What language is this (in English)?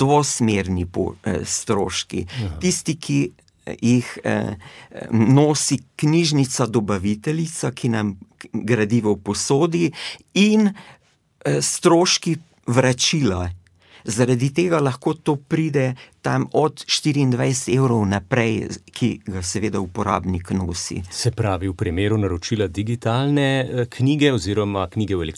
Slovenian